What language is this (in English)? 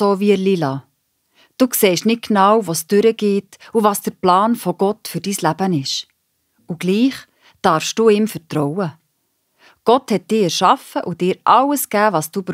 Swiss German